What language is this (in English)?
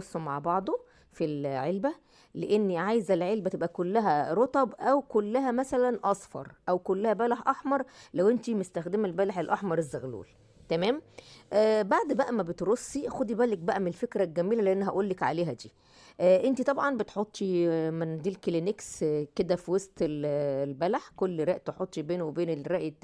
Egyptian Arabic